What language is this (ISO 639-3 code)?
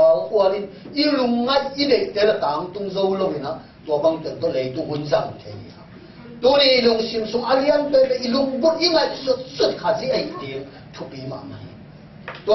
ctd